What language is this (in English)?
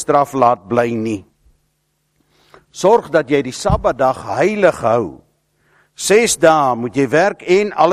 Afrikaans